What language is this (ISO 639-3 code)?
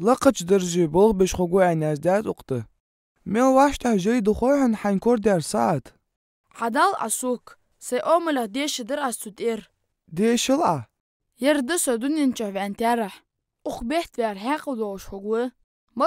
inh